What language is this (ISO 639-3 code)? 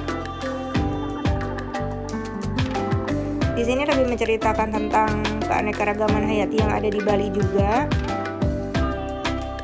ind